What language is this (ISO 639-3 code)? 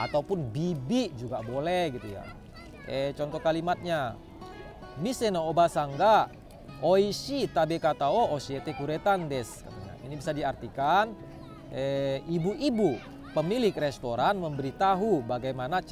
ind